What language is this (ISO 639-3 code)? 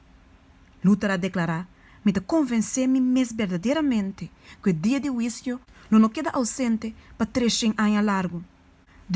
pap